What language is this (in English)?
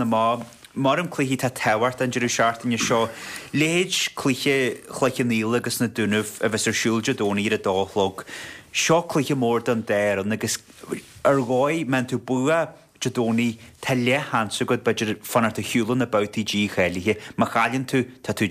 Irish